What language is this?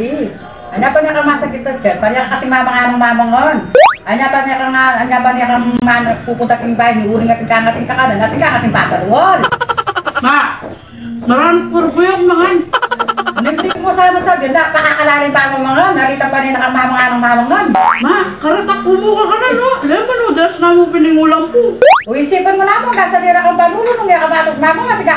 Pampanga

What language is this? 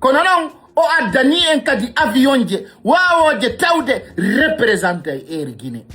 Fula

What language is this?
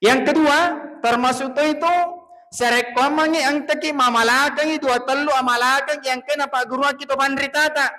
Buginese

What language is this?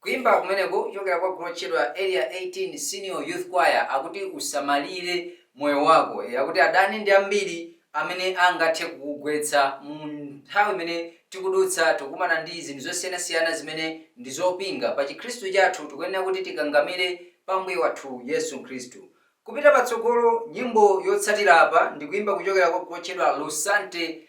Nyanja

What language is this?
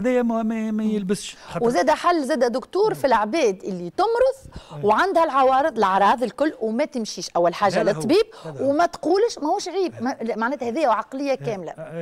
Tunisian Arabic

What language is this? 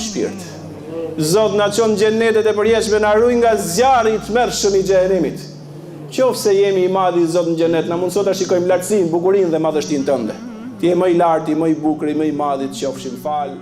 Albanian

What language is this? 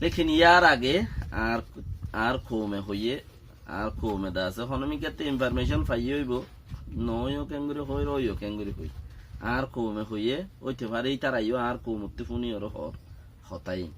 Rohingya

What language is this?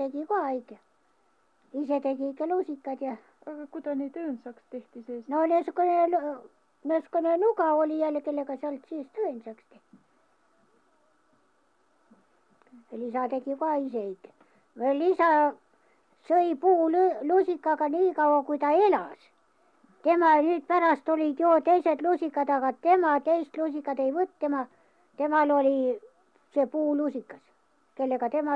Estonian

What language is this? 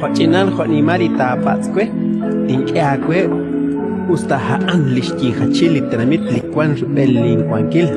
Kekchí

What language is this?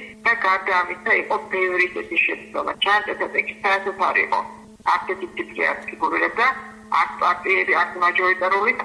Georgian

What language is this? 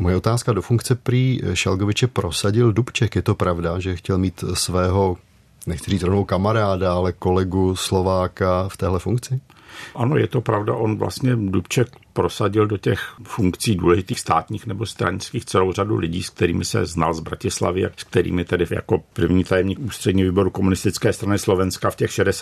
Czech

